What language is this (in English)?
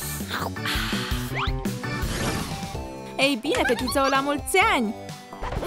Romanian